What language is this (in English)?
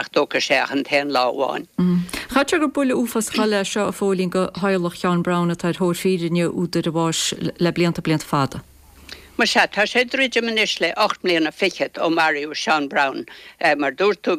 Irish